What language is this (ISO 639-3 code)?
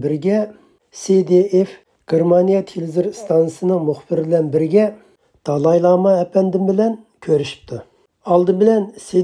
uig